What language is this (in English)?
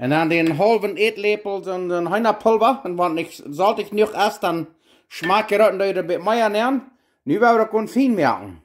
Plautdietsch